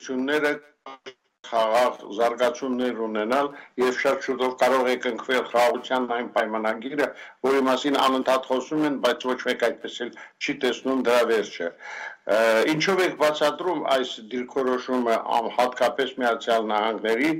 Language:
Armenian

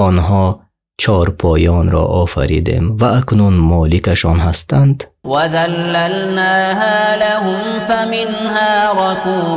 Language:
Tajik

